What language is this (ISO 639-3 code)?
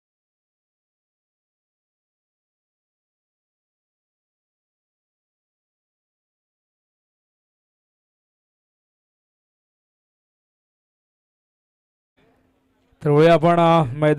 mar